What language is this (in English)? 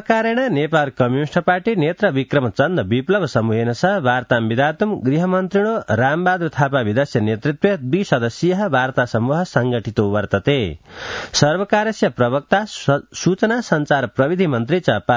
Sanskrit